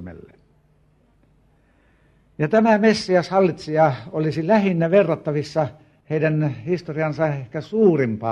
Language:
Finnish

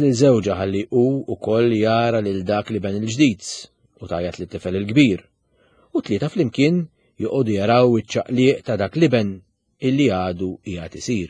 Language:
Maltese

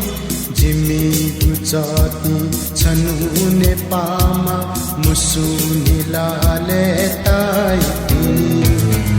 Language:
Newari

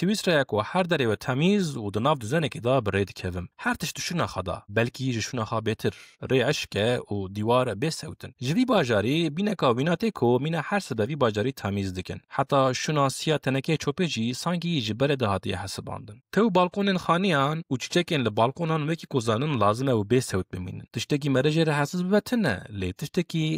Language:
Kurdish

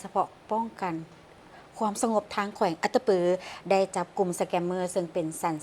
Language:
Lao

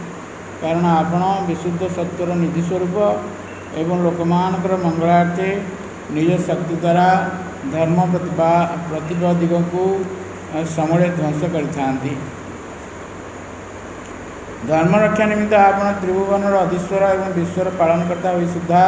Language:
Odia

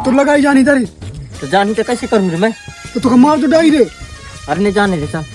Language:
Chhattisgarhi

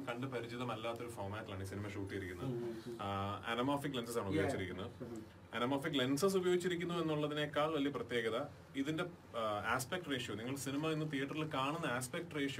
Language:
Malayalam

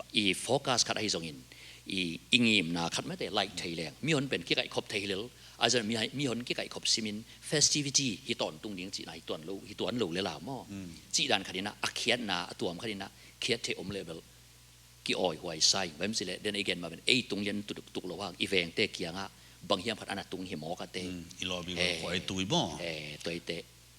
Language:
Tedim Chin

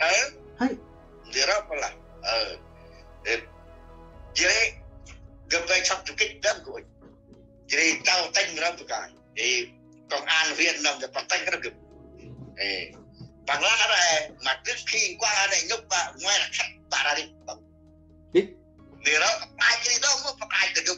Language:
Central Mnong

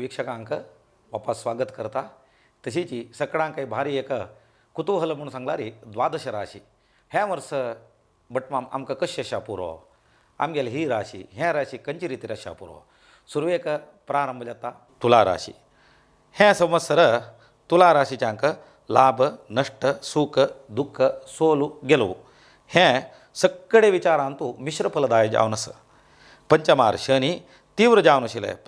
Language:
Konkani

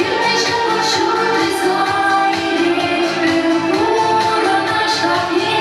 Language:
Chuvash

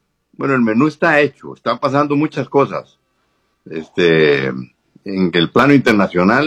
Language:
Spanish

